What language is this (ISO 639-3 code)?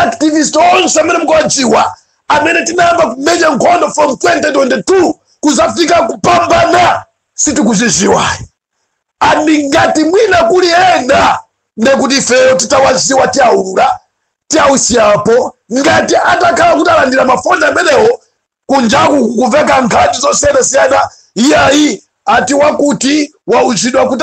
nya